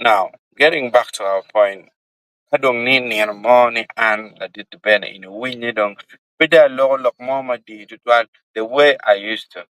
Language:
Acoli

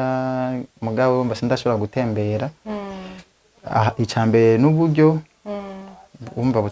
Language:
Rundi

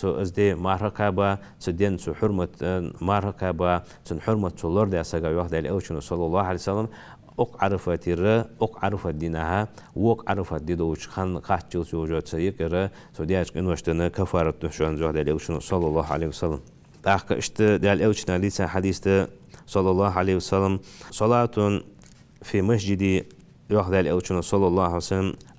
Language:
Ingush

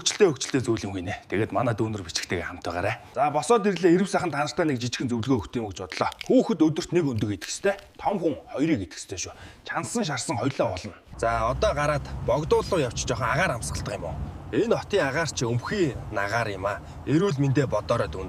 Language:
Mongolian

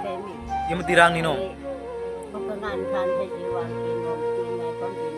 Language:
Kok Borok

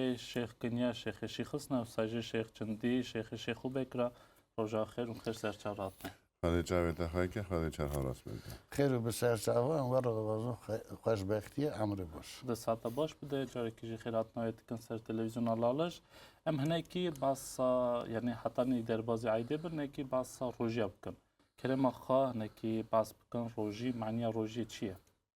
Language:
Kurdish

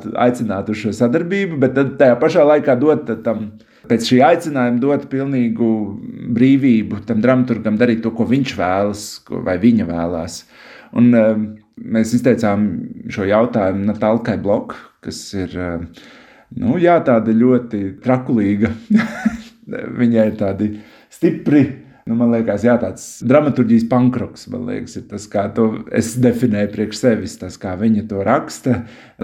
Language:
Latvian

